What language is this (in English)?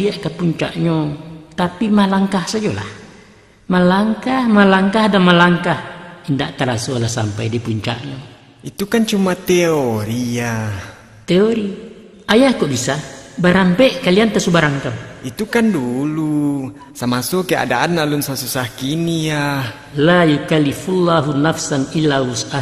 Minangkabau